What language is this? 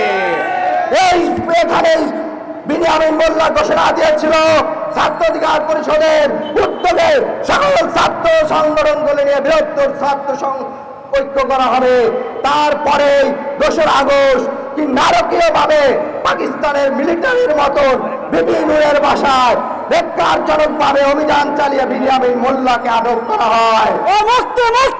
Bangla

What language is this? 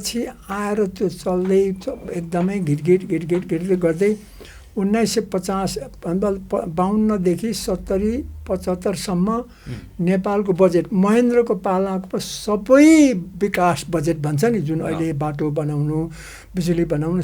Nepali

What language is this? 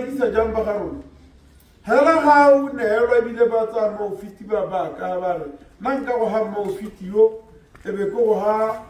Tswana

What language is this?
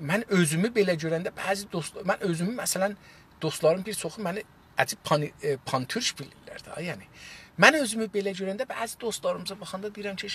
South Azerbaijani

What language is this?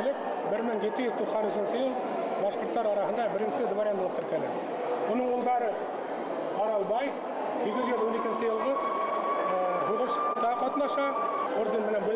Bashkir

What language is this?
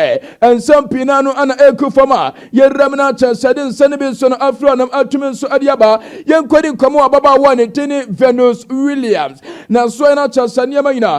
Akan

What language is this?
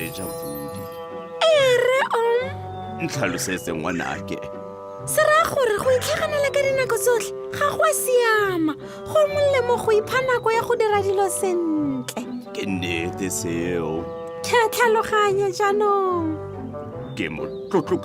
Tswana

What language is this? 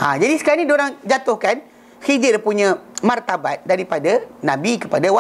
Malay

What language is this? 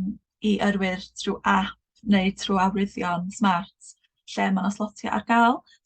Welsh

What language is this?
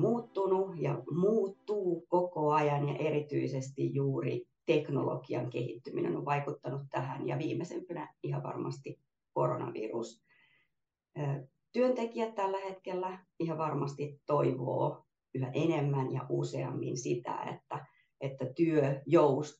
Finnish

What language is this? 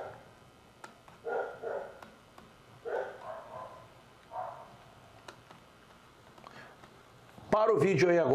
Portuguese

